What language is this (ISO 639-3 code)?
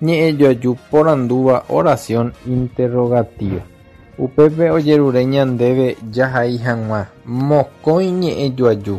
grn